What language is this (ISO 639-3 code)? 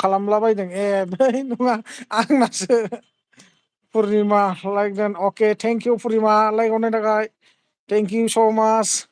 brx